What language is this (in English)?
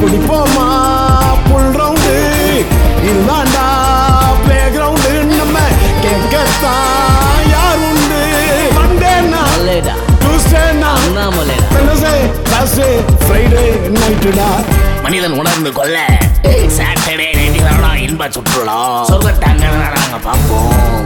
Tamil